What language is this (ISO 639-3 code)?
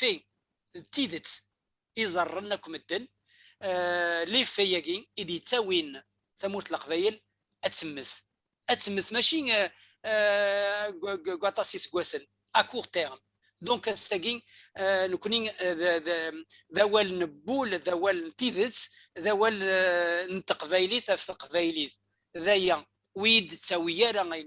kab